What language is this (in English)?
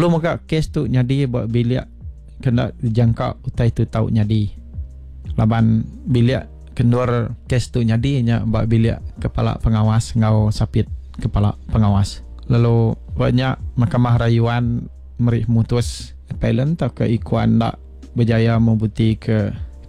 Iban